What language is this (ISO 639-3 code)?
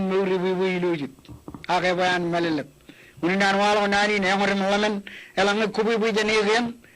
mah